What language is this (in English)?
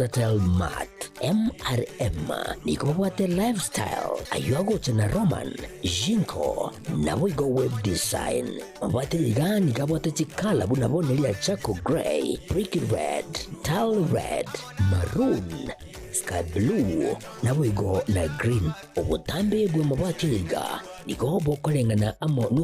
Gusii